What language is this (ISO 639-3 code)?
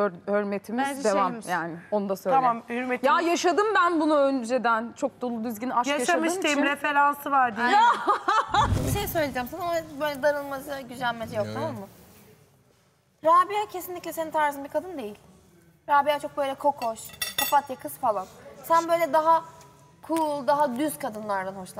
tur